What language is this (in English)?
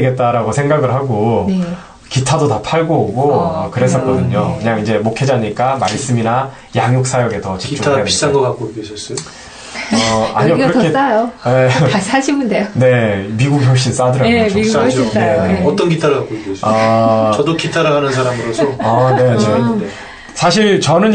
Korean